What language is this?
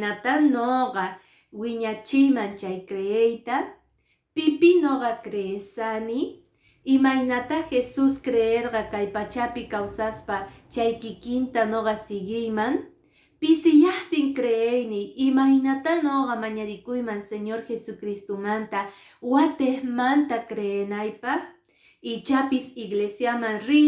Quechua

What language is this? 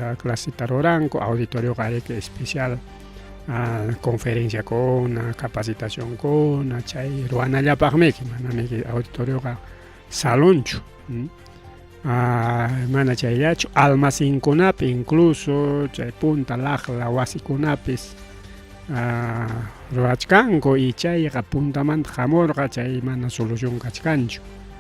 Ayacucho Quechua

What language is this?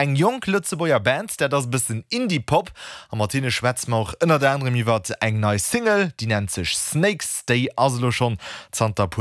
Luxembourgish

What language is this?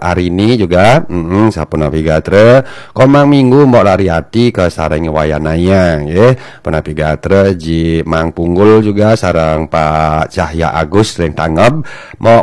Balinese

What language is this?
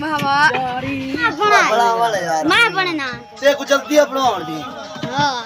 Saraiki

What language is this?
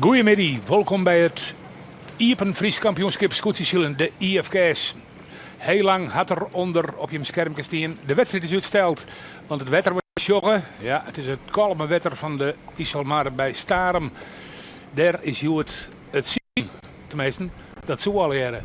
Western Frisian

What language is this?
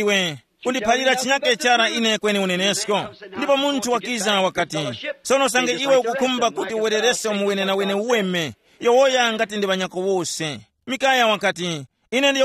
Tumbuka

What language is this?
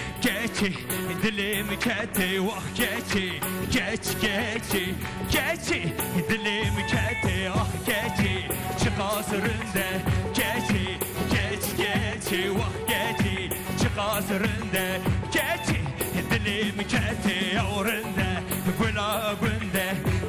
Kurdish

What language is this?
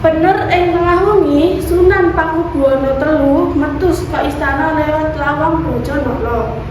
Javanese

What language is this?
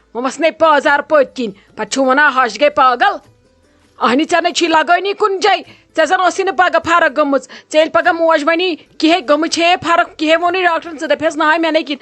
Kashmiri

